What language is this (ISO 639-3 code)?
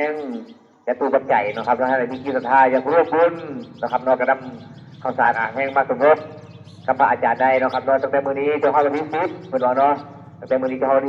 tts